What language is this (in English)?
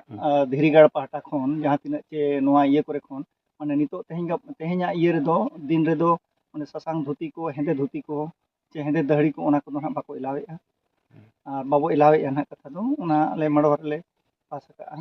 Santali